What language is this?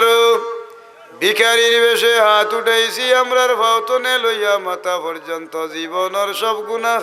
Sylheti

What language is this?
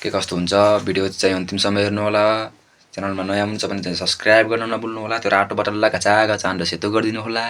Nepali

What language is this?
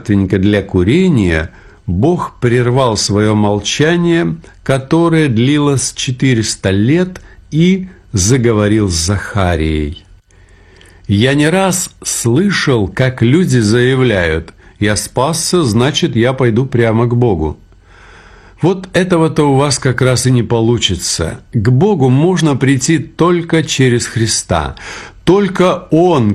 Russian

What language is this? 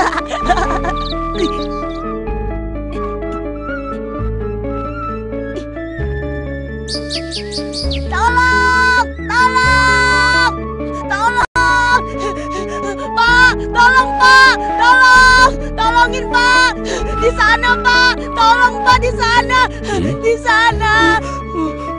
Indonesian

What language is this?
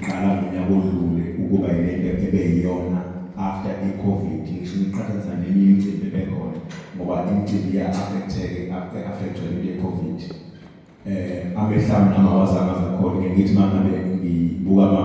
Zulu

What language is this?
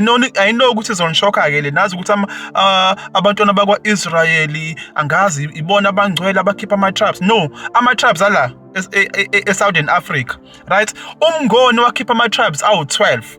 Zulu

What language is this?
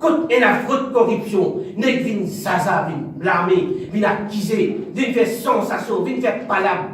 Morisyen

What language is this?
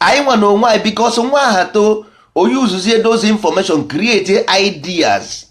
Igbo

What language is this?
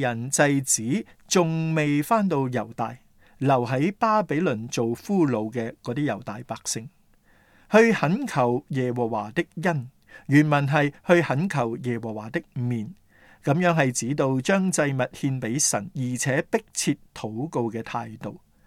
Cantonese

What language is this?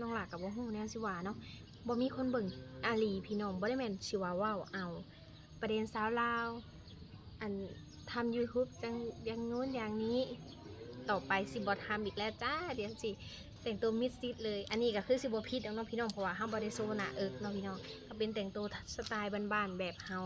Lao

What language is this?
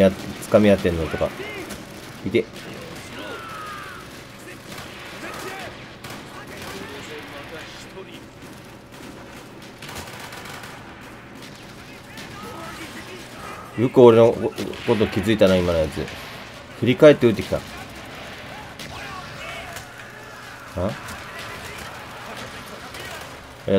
Japanese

